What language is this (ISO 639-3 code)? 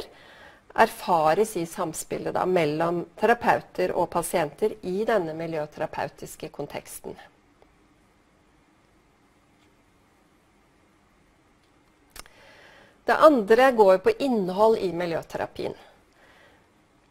nor